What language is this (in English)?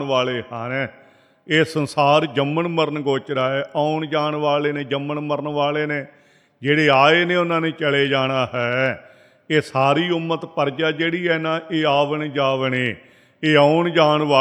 Punjabi